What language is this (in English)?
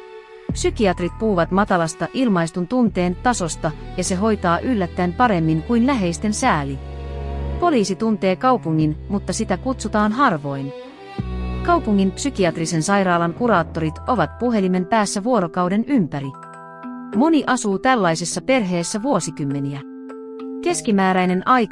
Finnish